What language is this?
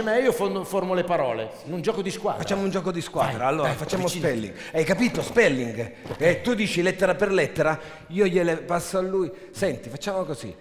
Italian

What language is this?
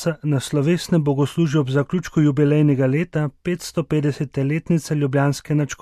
Slovenian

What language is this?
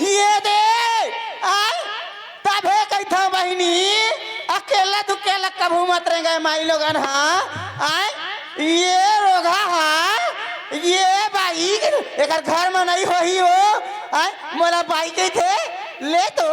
Chhattisgarhi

